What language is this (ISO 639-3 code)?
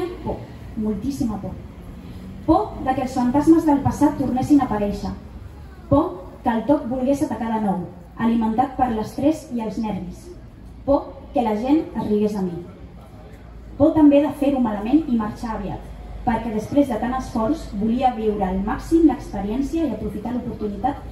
cat